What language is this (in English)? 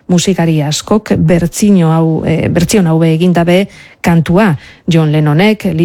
Basque